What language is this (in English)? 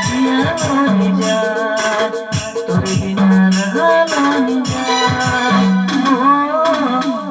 Sadri